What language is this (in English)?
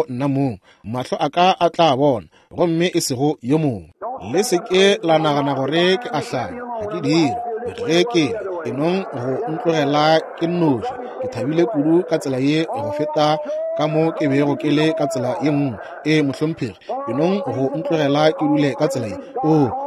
Northern Sotho